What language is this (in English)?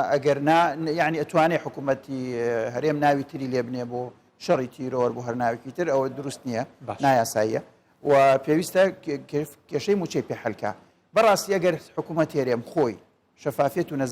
Central Kurdish